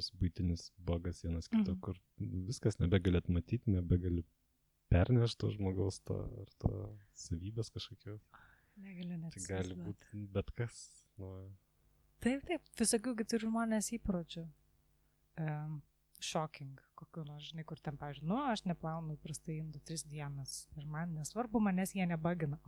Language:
Lithuanian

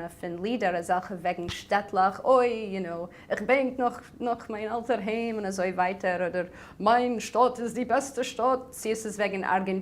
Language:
Yiddish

